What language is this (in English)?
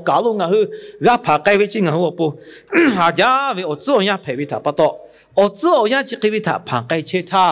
Lahu